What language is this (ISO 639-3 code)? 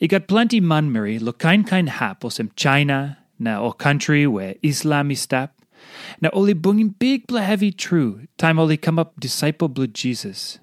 tpi